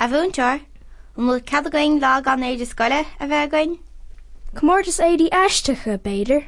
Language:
Irish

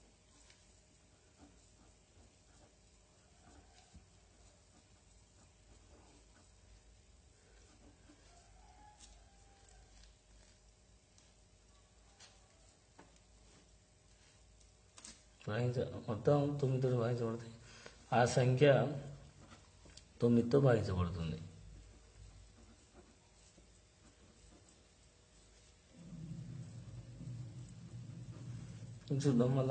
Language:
Telugu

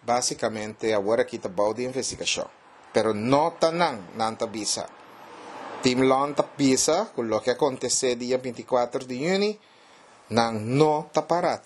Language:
Papiamento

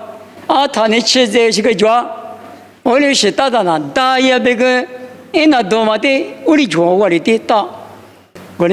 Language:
Lisu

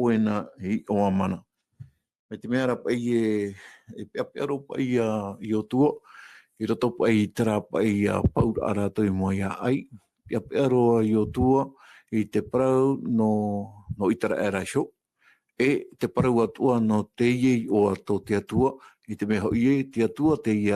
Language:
Tahitian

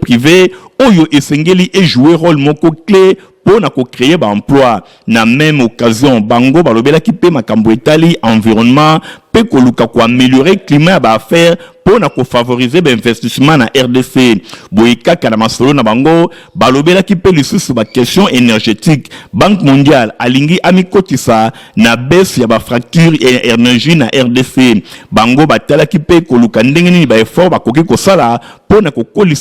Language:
Lingala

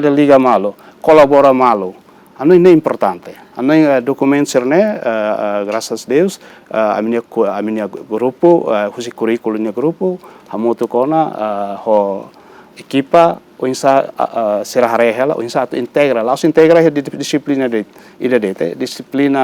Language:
Tetum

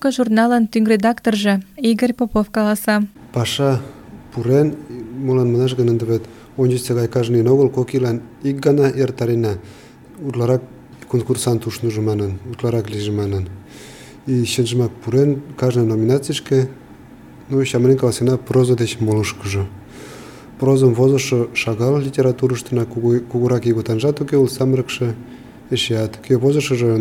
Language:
Mari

